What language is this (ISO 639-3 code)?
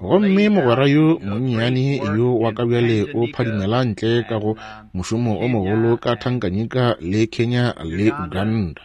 nso